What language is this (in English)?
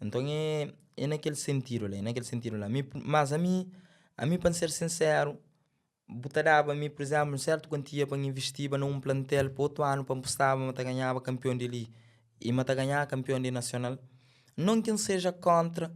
Kabuverdianu